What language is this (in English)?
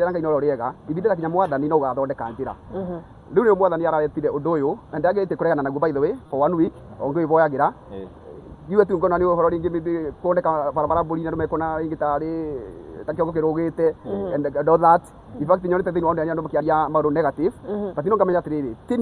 Kikuyu